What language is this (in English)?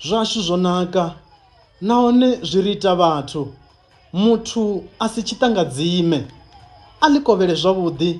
Venda